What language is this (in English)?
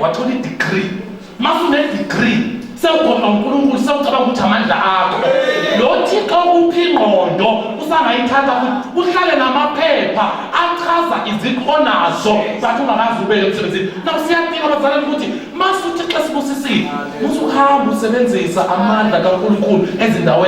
Zulu